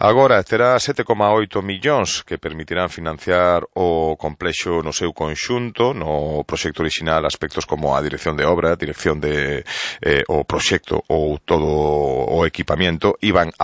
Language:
Galician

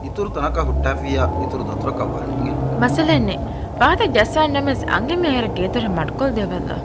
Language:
Divehi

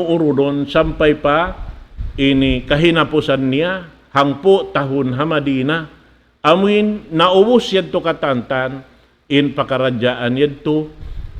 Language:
Tausug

